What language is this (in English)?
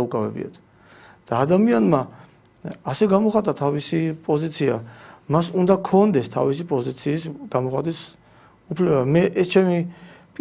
Georgian